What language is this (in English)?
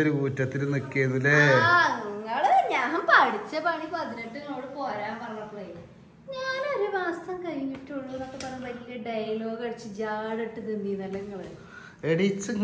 Malayalam